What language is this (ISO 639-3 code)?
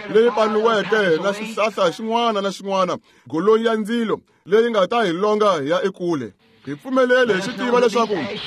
tso